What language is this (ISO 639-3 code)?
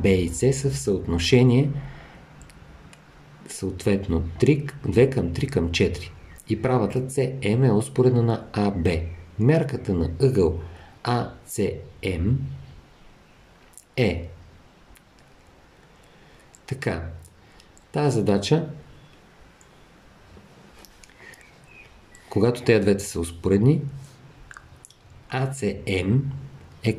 bul